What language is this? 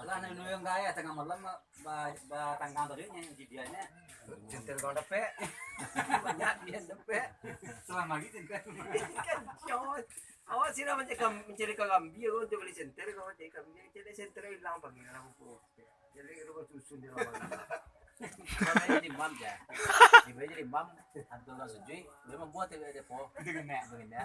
Minangkabau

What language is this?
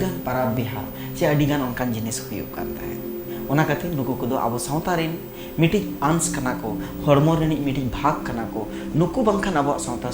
Santali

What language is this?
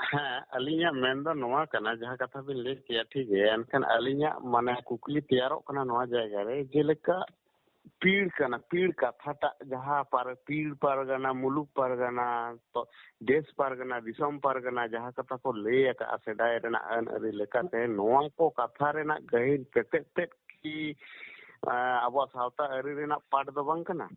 Santali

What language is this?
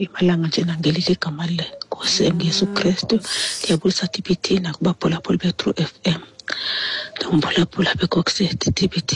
Xhosa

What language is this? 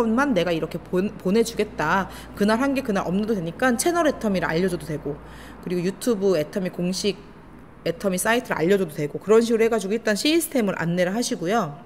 Korean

